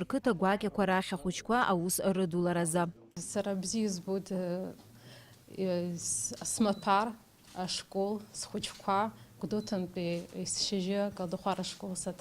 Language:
Abkhazian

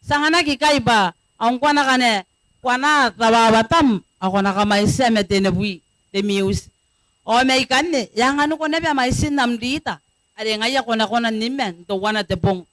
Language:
Gilbertese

